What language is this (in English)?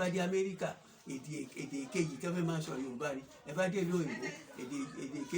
Yoruba